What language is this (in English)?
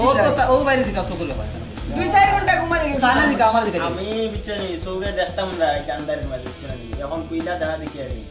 Sylheti